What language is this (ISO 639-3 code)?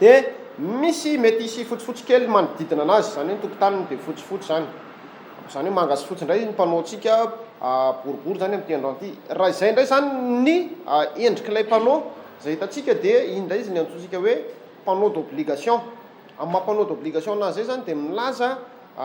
mlg